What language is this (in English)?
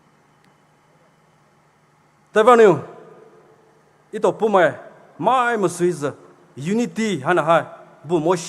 Poumei Naga